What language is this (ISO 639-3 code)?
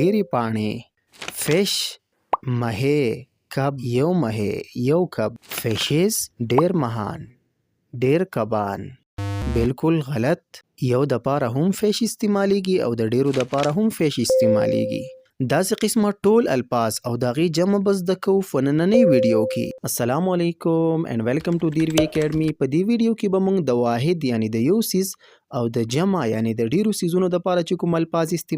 pus